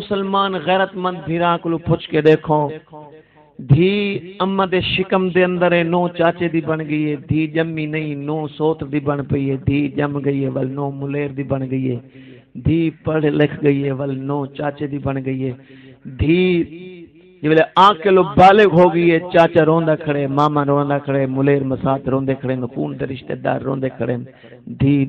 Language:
Saraiki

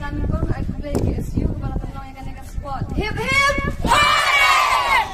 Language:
Khasi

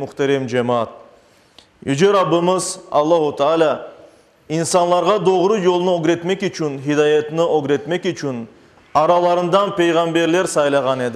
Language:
Crimean Tatar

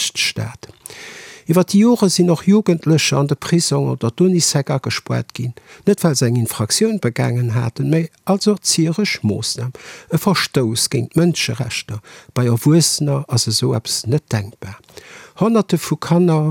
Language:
Luxembourgish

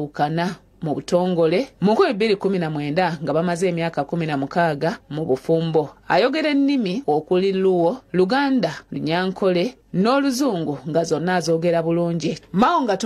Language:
Ganda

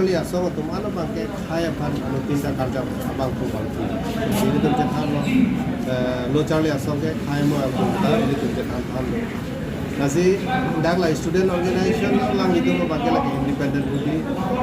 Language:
Karbi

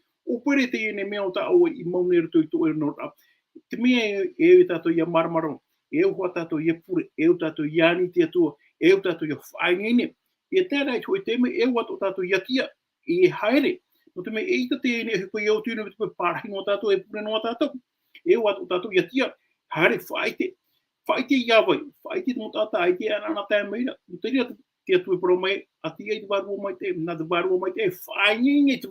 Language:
Tahitian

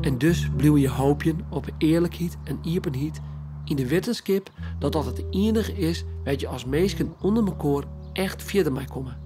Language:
Western Frisian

